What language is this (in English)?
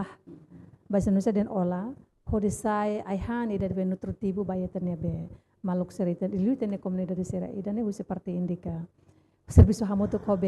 Tetum